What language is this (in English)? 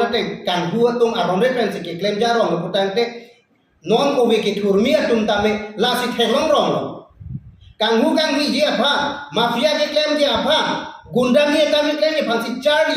Karbi